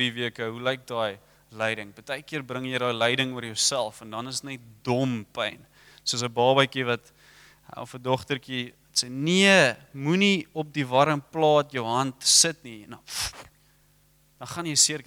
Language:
Afrikaans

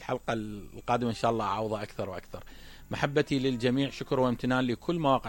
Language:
Mesopotamian Arabic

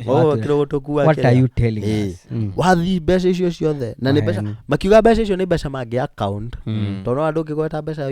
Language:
Kikuyu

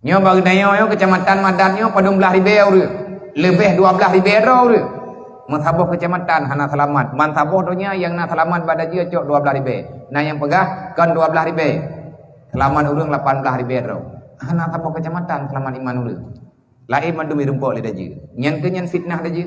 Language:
Achinese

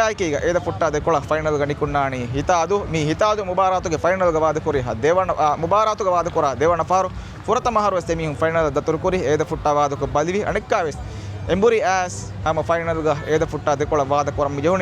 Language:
Divehi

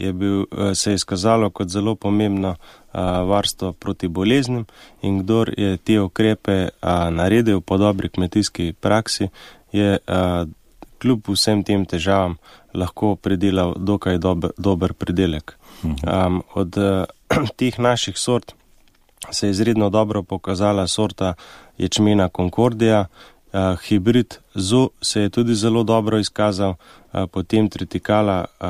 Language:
Slovenian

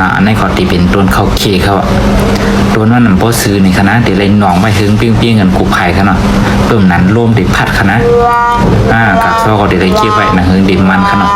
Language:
Shan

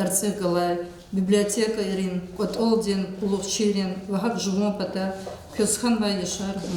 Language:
Lezghian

